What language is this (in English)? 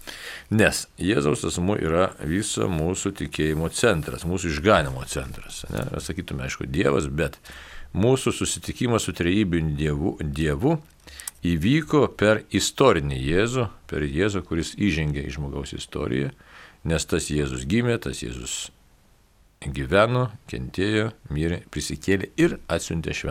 Lithuanian